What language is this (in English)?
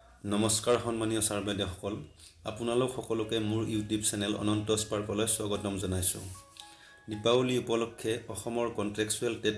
Assamese